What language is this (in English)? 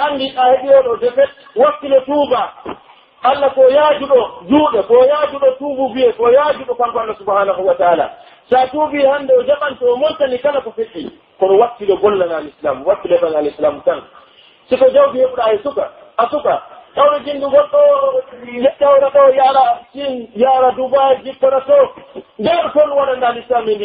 Pular